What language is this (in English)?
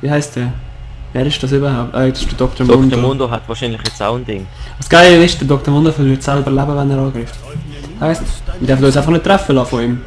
Swiss German